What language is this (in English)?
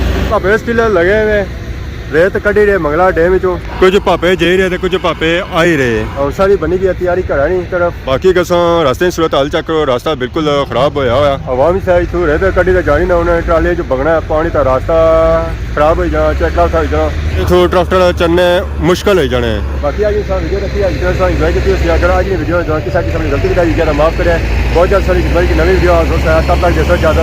Pahari-Potwari